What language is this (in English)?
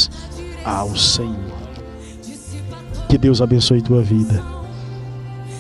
Portuguese